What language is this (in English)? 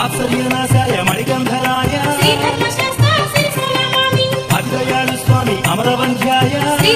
Telugu